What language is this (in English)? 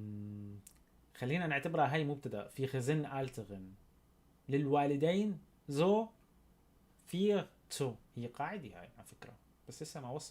North Levantine Arabic